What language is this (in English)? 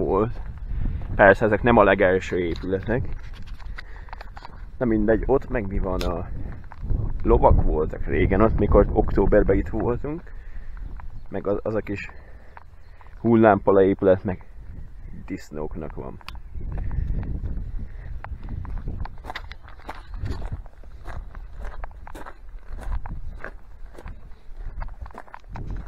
Hungarian